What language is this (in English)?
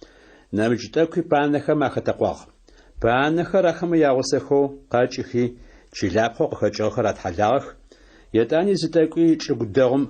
Adyghe